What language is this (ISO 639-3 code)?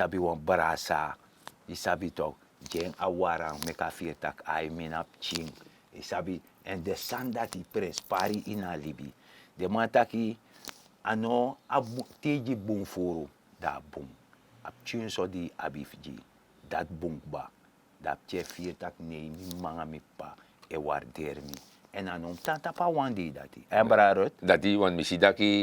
srn